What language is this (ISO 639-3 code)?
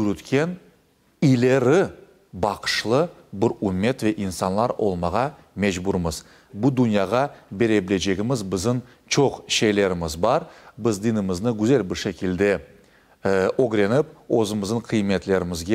crh